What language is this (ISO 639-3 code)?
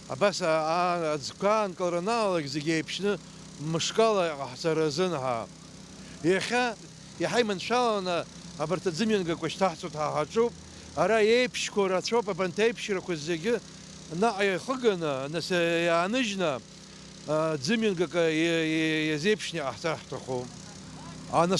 abk